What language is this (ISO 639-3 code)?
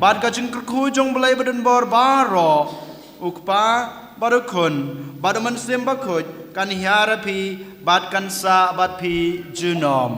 kha